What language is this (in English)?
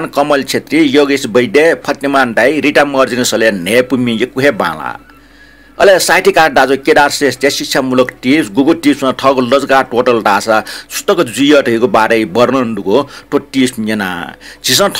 Newari